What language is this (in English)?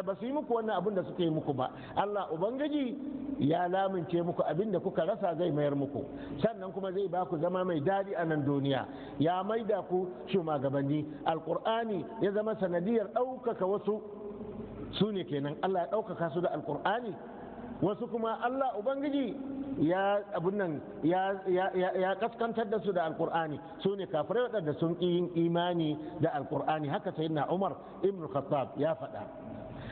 Hausa